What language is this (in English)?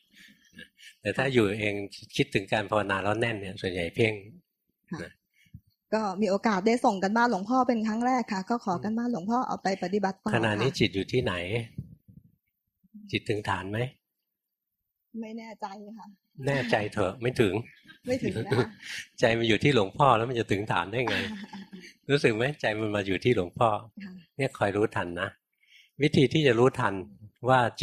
Thai